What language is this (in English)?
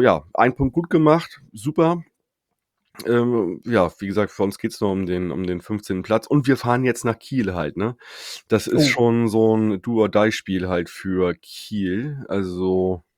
German